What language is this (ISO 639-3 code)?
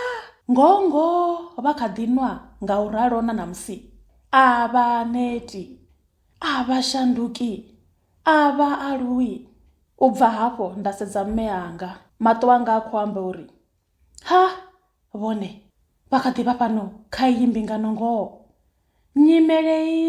ven